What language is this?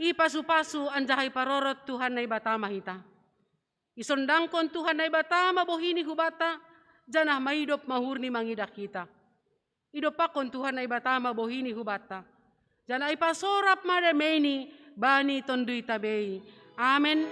Batak Simalungun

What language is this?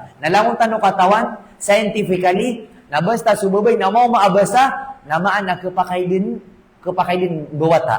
Maranao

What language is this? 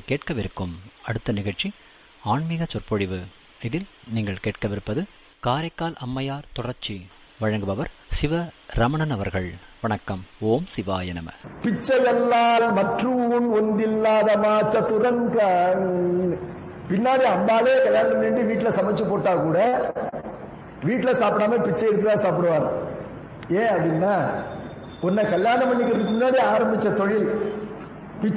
Tamil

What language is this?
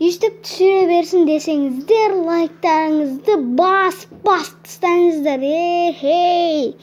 Kazakh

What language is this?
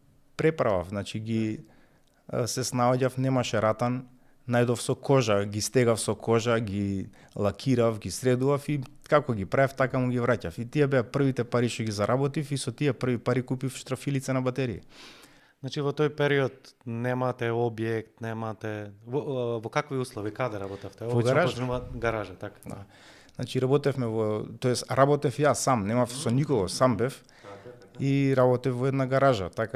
Macedonian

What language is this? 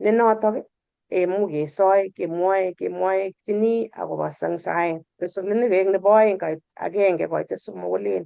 Kalenjin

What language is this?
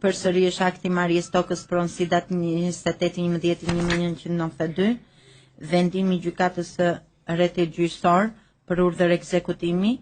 Albanian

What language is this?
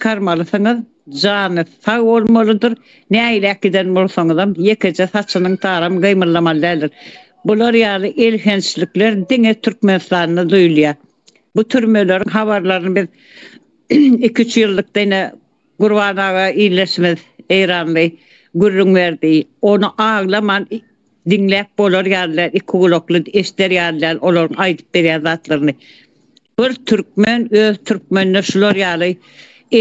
Turkmen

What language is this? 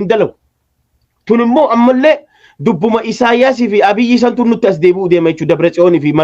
Oromo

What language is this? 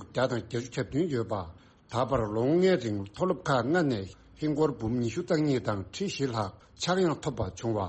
Tibetan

